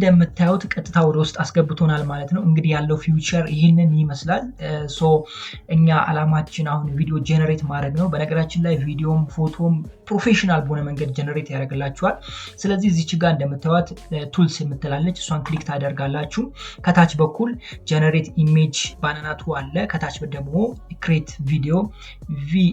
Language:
Amharic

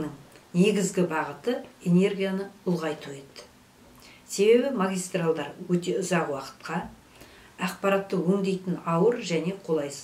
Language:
Kazakh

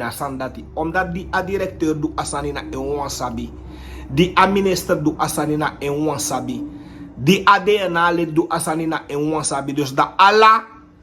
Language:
Sranan Tongo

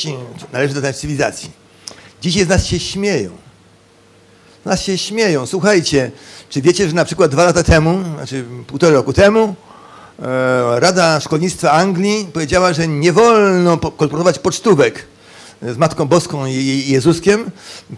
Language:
Polish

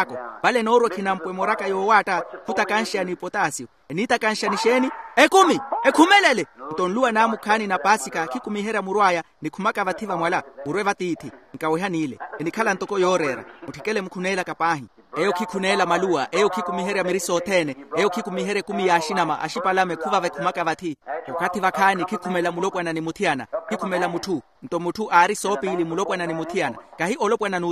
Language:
Makhuwa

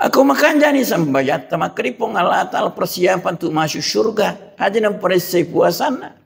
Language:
Buginese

